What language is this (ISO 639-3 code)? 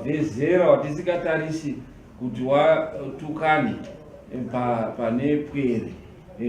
sna